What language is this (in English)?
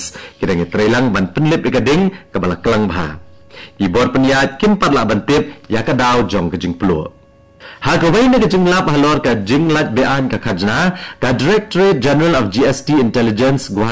Khasi